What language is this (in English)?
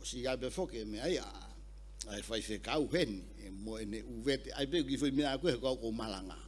Tongan